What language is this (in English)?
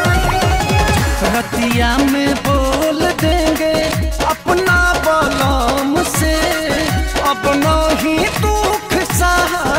Bhojpuri